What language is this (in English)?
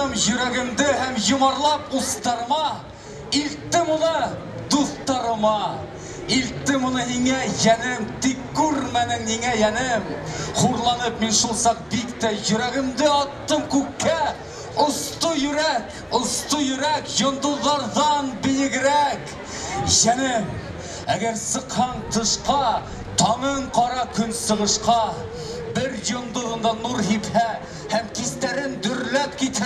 Bashkir